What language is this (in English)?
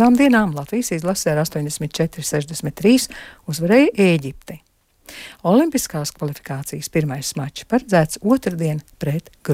Latvian